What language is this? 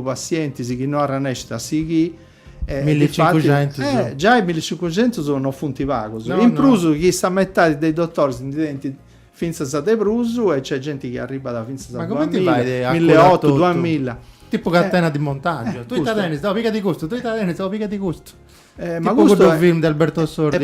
Sardinian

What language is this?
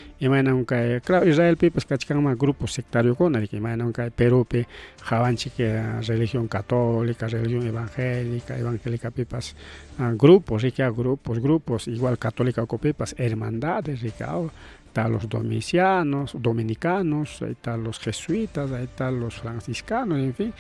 Ayacucho Quechua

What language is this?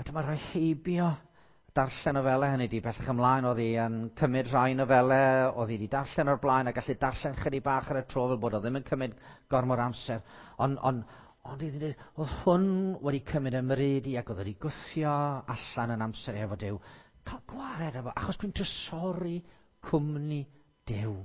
Welsh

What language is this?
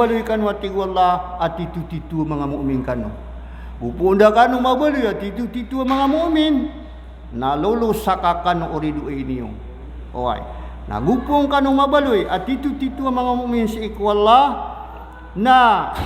Maranao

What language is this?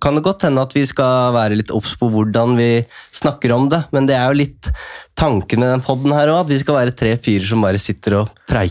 Norwegian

